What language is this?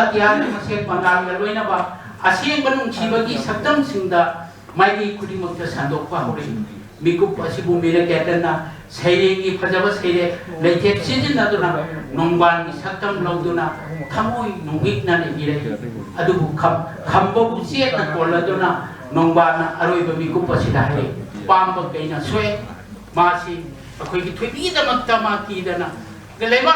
Manipuri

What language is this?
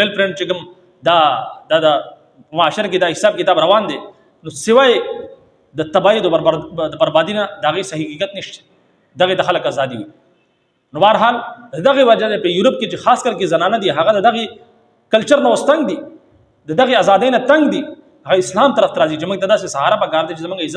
Pashto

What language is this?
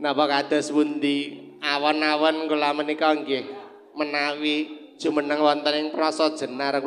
Javanese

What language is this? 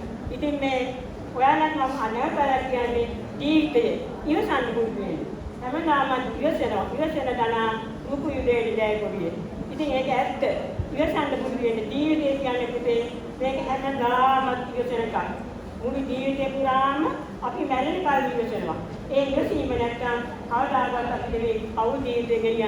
Sinhala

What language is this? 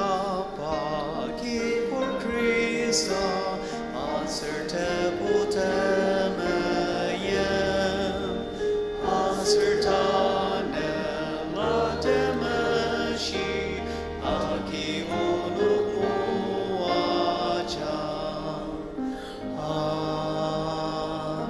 Ao Naga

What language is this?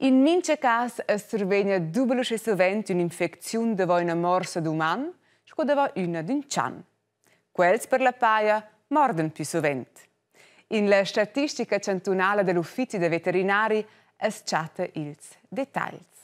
Romansh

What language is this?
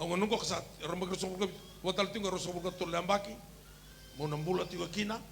Fijian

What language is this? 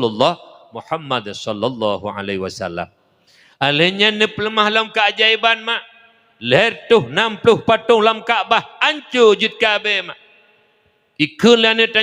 Achinese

